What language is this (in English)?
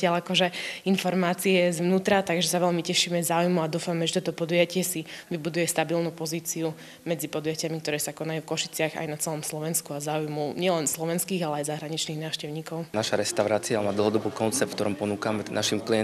Slovak